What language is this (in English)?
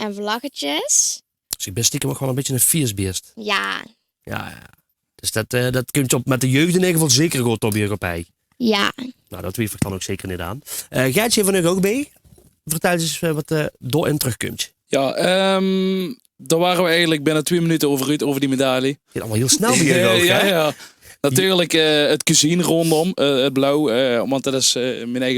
Limburgish